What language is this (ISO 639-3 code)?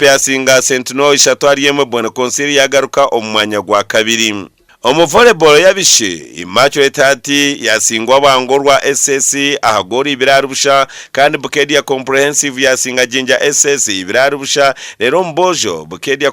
nyn